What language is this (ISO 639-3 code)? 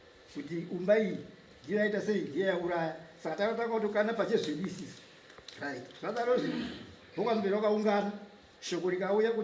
sna